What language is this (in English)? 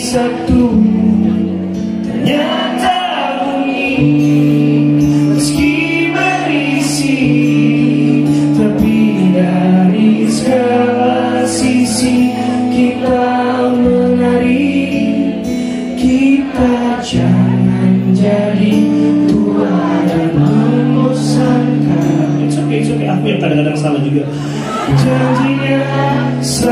Indonesian